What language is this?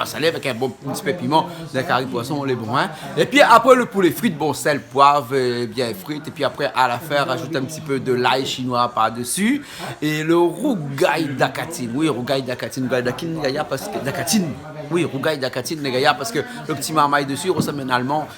Réunion Creole French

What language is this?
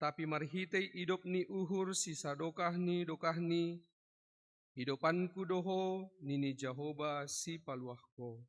Batak Simalungun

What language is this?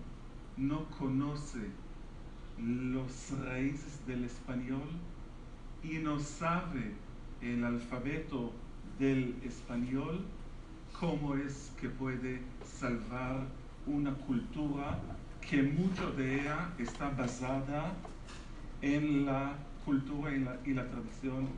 Ladino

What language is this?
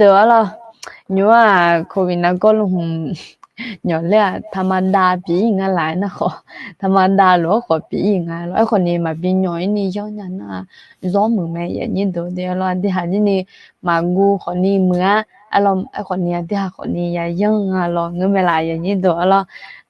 Akha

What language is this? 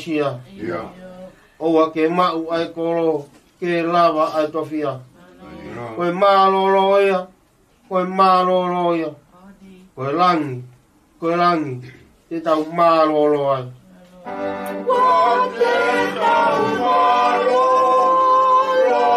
Tongan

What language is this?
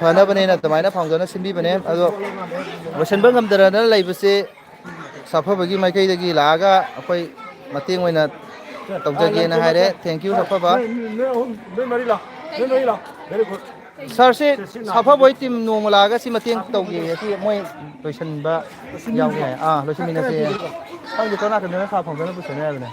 Manipuri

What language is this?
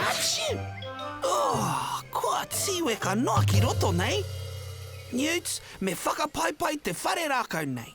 Māori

